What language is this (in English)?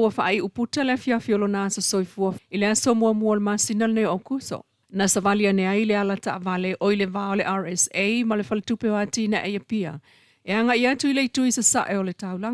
Samoan